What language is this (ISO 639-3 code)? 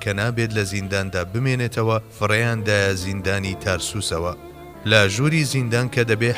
ckb